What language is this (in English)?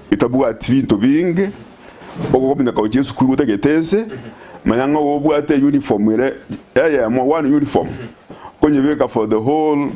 Gusii